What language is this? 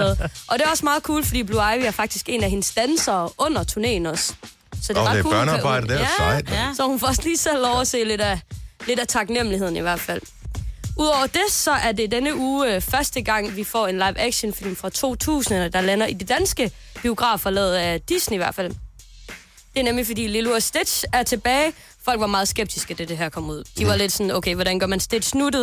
Danish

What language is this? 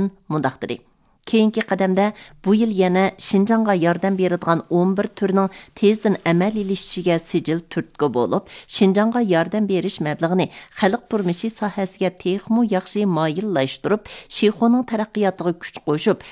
Uyghur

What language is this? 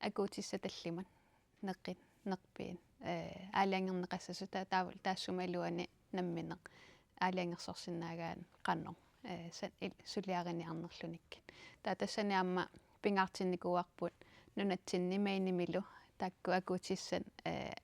Kalaallisut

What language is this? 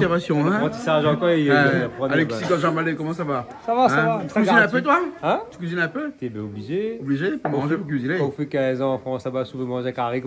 Réunion Creole French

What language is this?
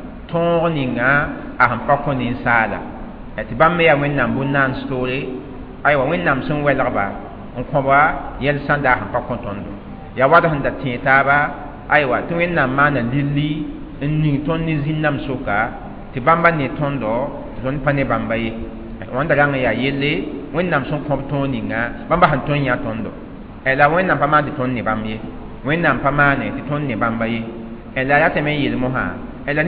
Mossi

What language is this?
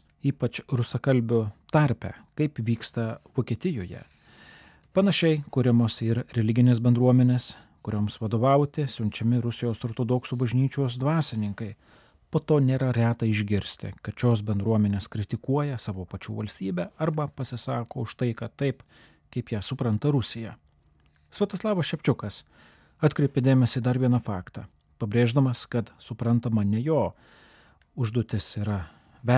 Lithuanian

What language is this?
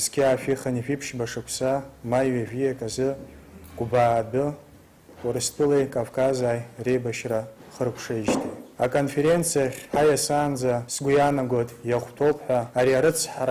Abkhazian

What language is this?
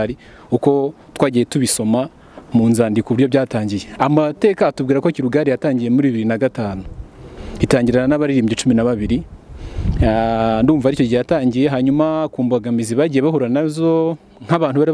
Kinyarwanda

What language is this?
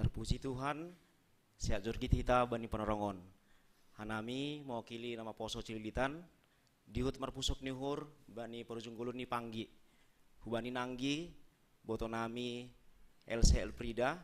Batak Simalungun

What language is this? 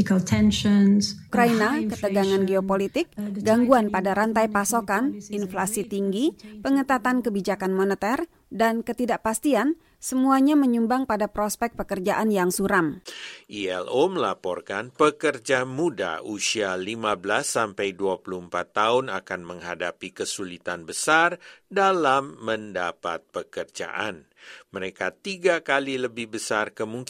Indonesian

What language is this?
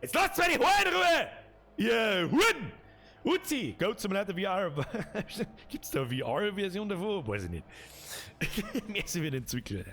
Bavarian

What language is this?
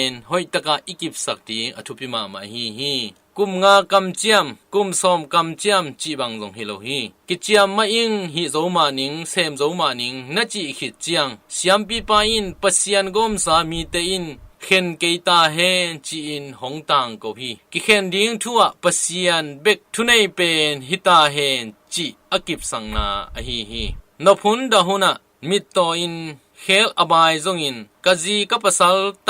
Tedim Chin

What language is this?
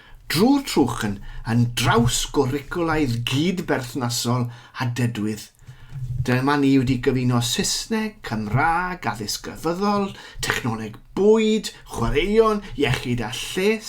Welsh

